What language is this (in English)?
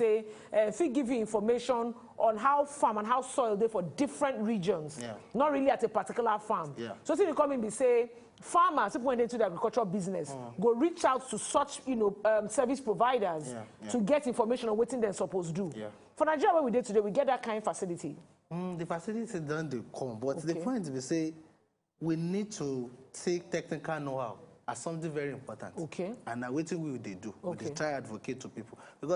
Nigerian Pidgin